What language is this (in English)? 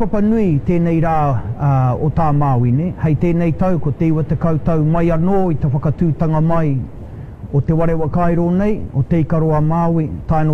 Māori